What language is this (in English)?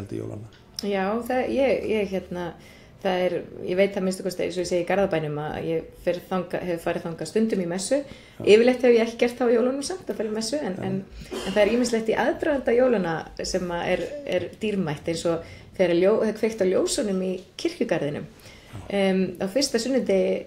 Icelandic